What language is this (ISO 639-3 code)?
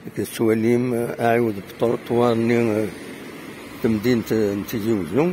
kab